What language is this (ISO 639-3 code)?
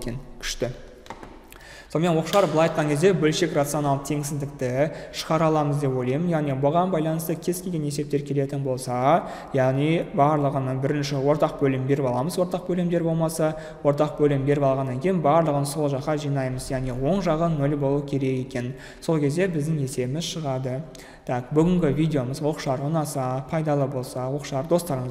kaz